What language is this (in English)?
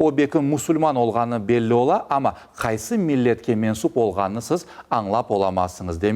Crimean Tatar